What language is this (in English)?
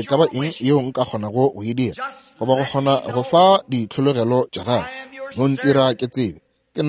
Northern Sotho